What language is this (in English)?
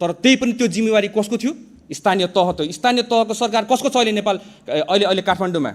Nepali